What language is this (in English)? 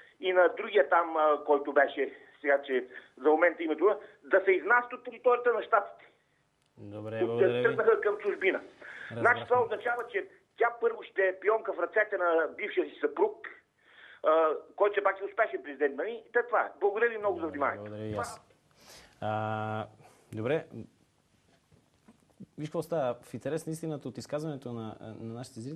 Bulgarian